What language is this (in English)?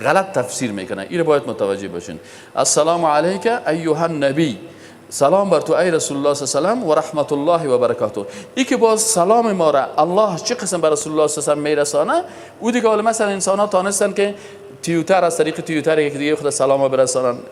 Persian